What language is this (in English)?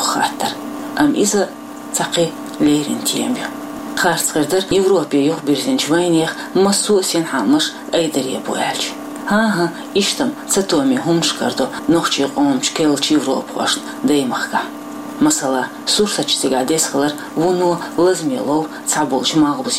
Chechen